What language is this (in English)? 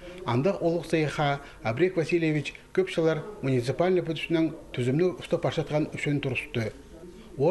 Khakas